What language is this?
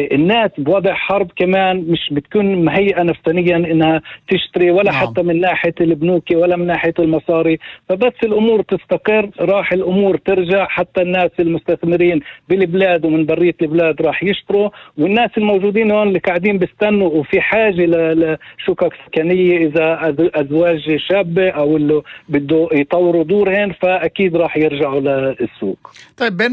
North Levantine Arabic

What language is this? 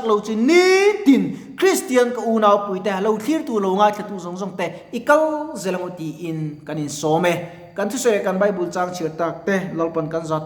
Mizo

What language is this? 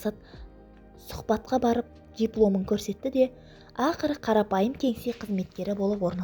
Kazakh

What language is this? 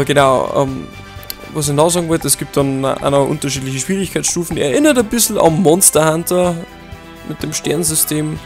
Bavarian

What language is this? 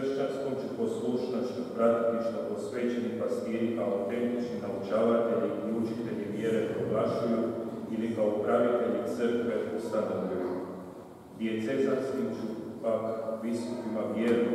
Croatian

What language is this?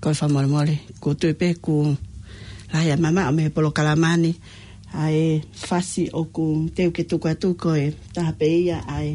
Tongan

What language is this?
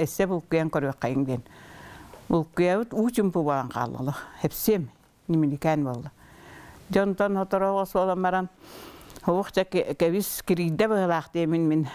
Yakut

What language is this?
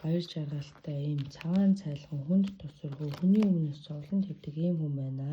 Mongolian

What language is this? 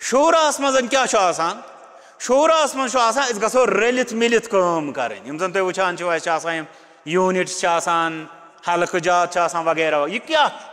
Kashmiri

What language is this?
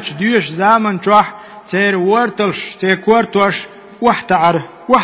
Chechen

